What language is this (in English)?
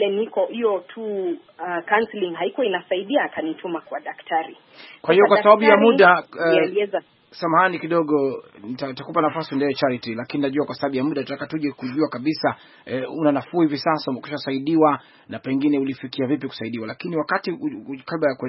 Swahili